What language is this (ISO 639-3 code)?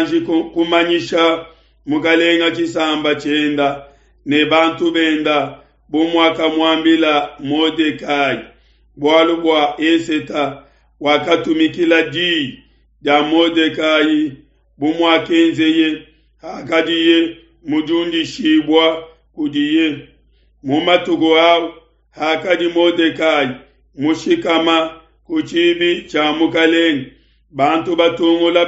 lua